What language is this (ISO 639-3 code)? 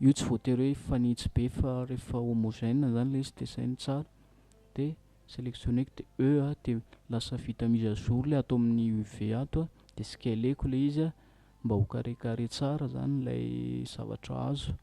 mlg